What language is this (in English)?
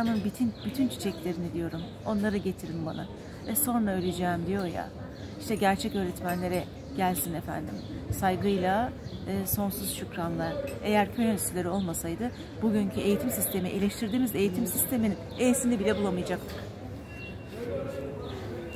Turkish